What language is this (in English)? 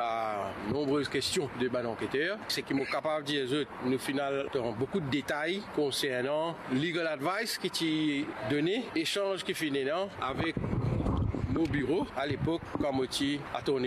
Morisyen